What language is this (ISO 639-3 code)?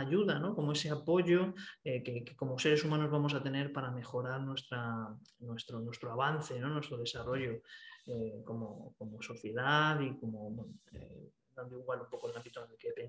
spa